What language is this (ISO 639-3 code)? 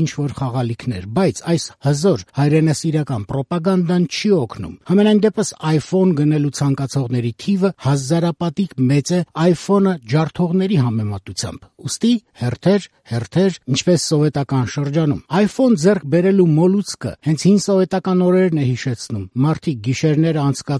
hye